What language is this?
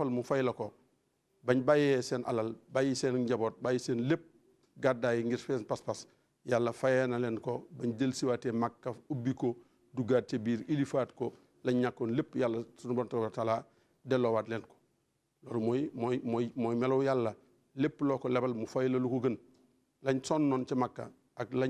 Wolof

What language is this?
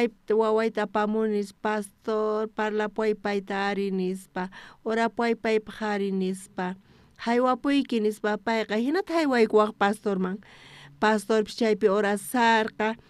South Bolivian Quechua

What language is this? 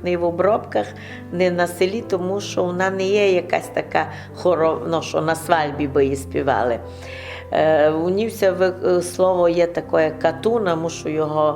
Rusyn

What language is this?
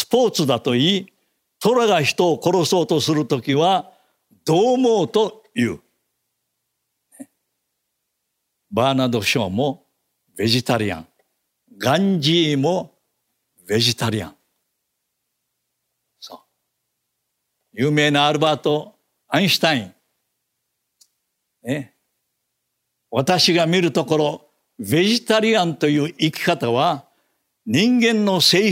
Japanese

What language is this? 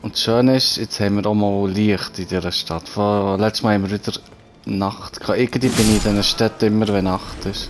Swiss German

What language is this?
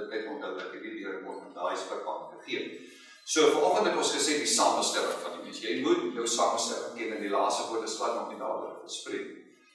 Afrikaans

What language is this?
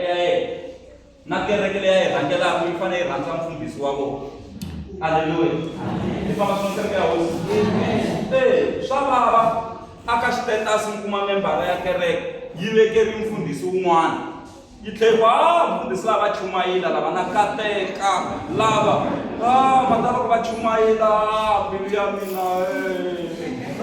Tsonga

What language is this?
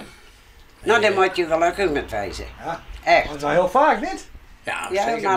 Western Frisian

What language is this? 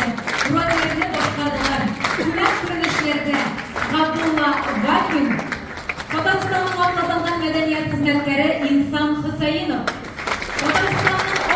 Tatar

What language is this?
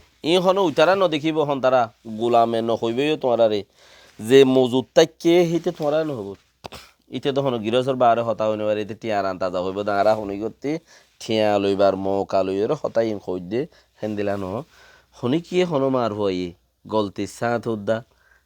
Rohingya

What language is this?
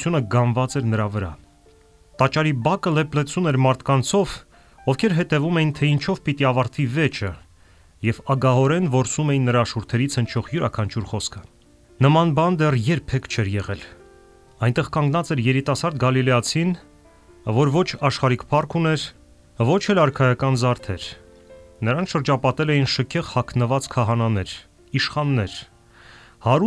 Armenian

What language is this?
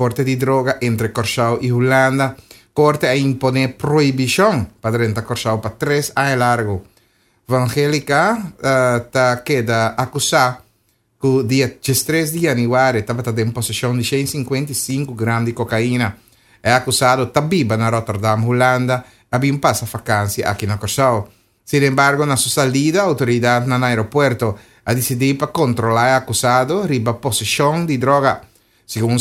Papiamento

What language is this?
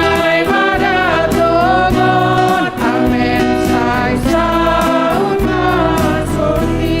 Batak Simalungun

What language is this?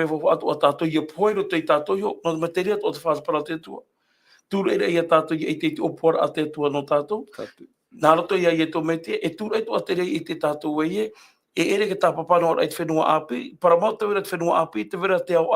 Tahitian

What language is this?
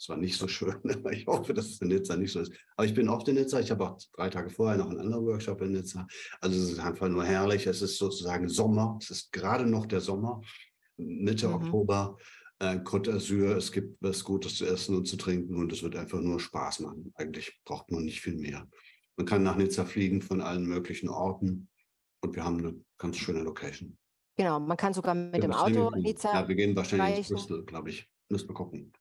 German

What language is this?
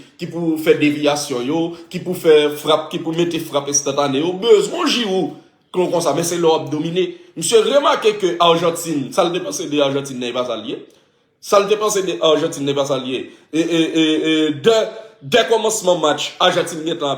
Haitian Creole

